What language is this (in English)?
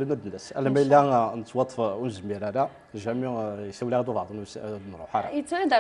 Kabyle